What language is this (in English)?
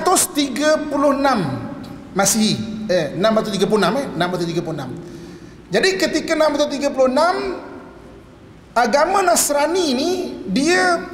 Malay